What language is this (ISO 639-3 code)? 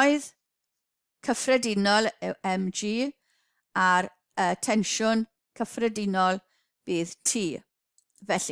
cym